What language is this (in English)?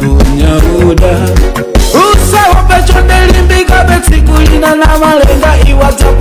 Nyanja